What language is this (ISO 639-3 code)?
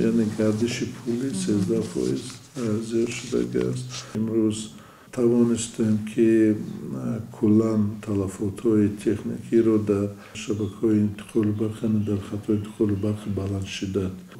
tgk